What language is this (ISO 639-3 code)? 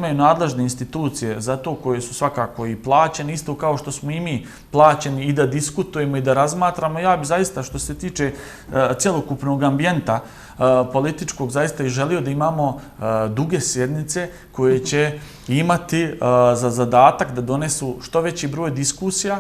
bos